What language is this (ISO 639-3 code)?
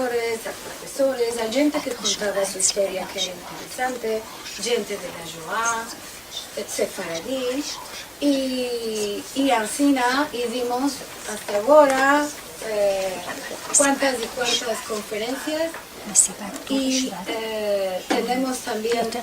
lad